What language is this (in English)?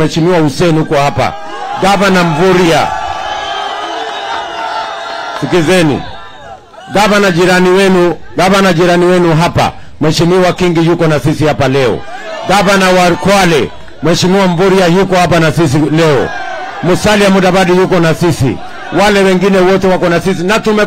Swahili